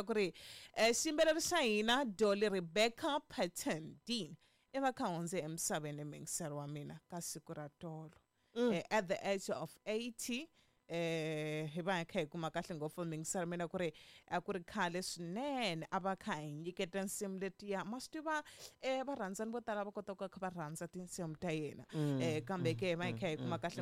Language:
Tsonga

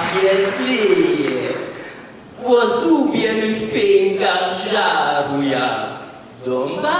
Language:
Upper Sorbian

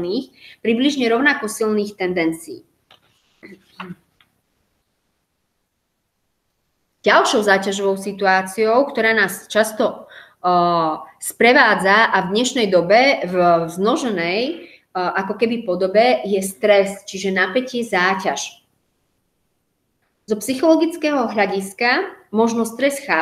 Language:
Slovak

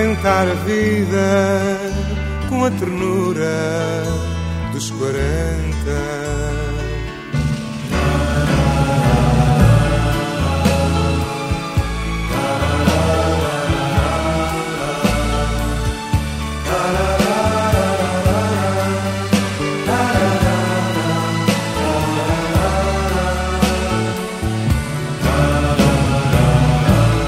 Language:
Portuguese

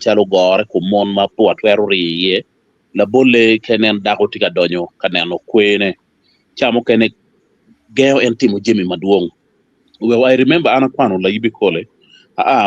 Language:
Acoli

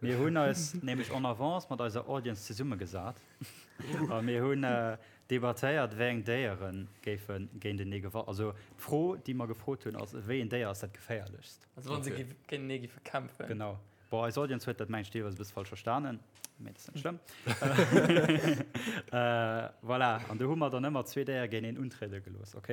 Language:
Luxembourgish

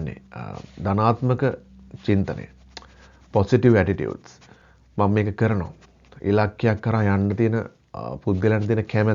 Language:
Sinhala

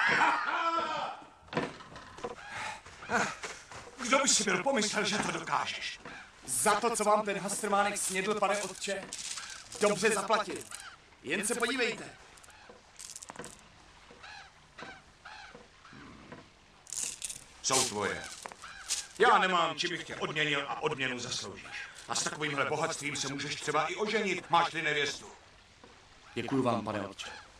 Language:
Czech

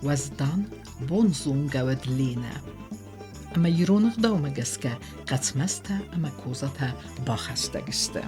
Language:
Ossetic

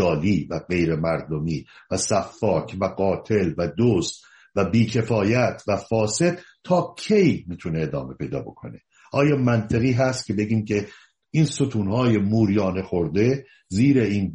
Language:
Persian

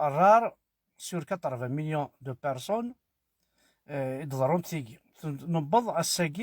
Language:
Kabyle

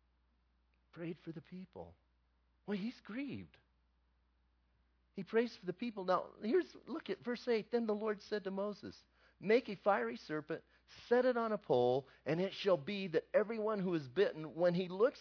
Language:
English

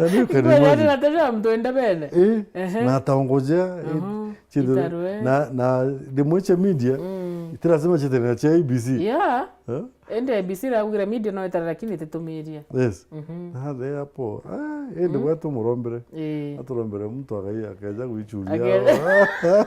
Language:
Meru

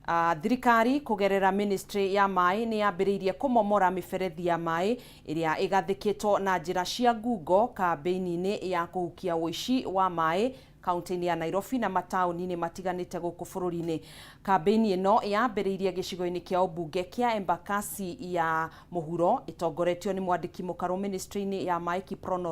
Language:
Kikuyu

